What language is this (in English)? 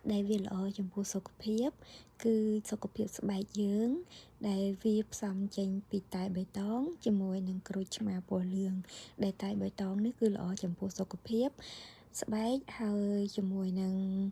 Khmer